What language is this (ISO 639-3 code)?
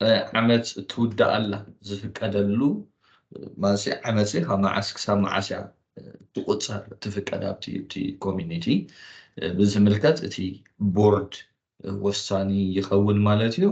tir